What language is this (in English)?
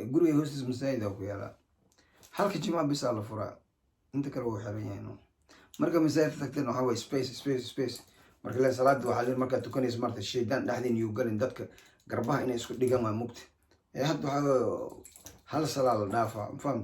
Somali